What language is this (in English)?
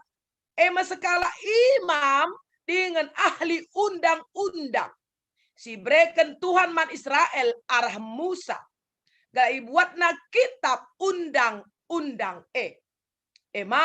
Batak Karo